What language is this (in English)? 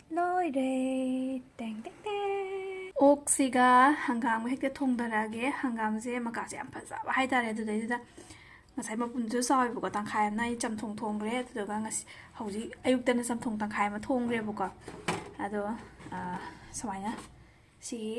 Manipuri